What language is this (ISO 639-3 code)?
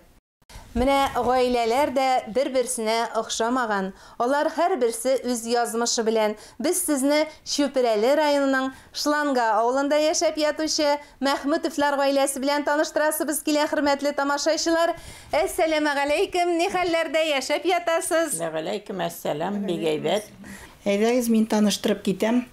tat